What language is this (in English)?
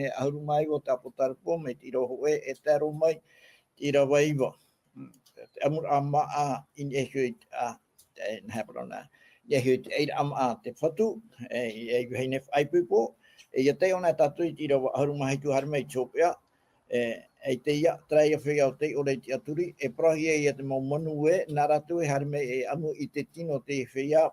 Tahitian